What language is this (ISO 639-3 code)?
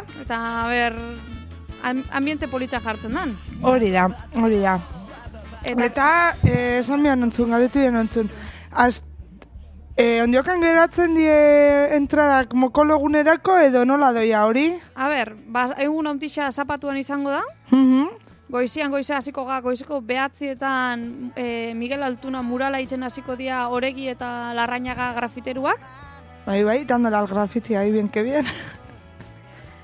eus